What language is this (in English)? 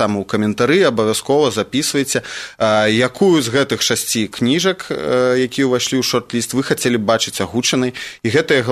Belarusian